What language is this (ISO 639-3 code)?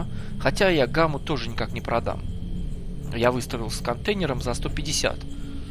rus